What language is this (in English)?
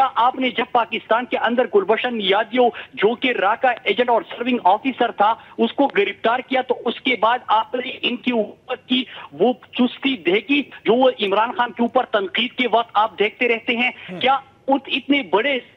Urdu